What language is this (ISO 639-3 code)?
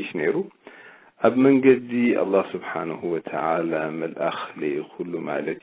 tir